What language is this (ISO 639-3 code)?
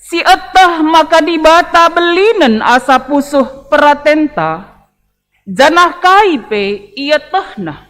btx